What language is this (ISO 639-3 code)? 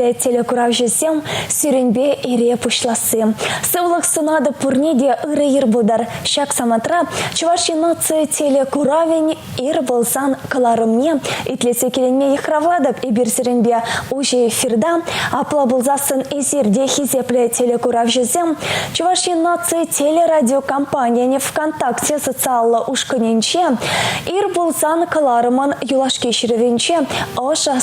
chv